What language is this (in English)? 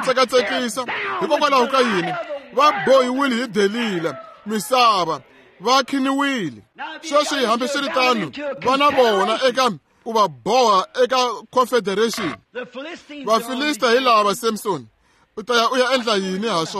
Tsonga